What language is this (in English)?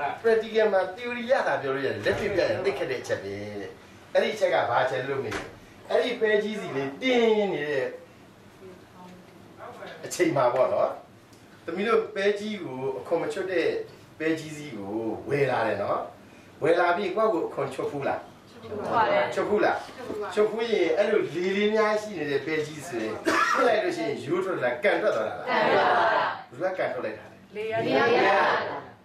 Burmese